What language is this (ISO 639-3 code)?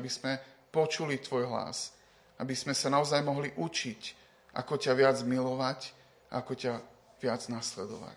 slk